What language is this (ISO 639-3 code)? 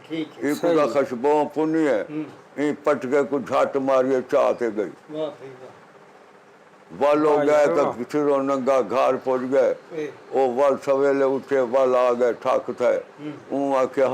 skr